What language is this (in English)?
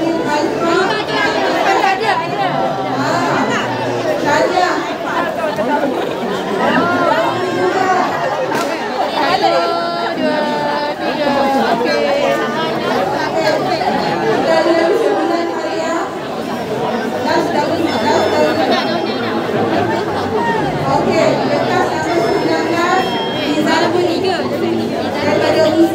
Malay